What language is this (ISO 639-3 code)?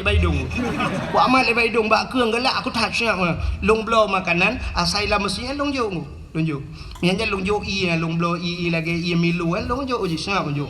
ace